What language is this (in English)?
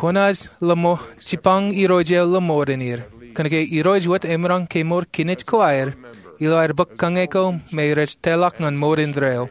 Marshallese